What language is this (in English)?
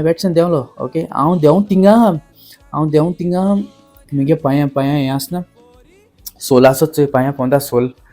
Konkani